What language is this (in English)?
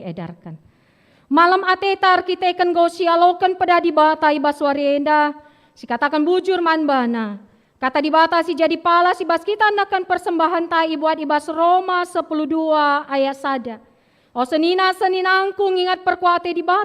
Batak Karo